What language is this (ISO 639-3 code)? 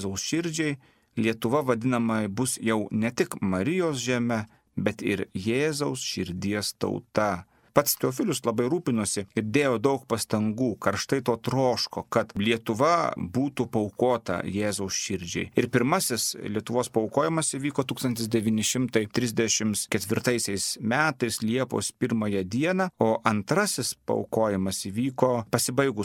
lit